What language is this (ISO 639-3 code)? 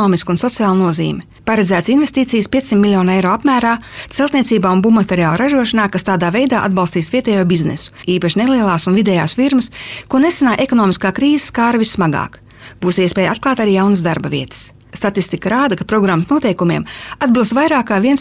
lav